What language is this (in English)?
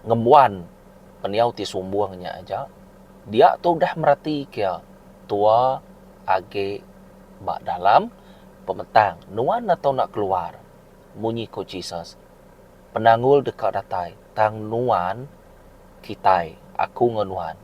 Iban